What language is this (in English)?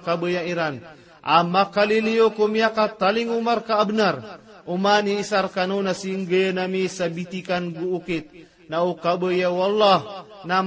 Maranao